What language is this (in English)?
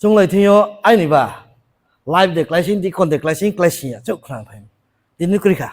Riang (India)